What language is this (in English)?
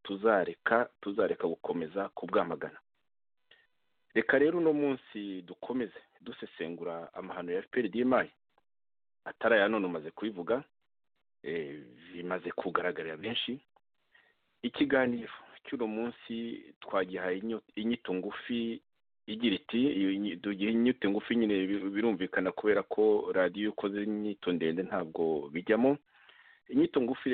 Kinyarwanda